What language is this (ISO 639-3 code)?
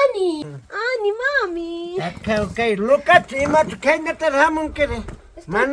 quy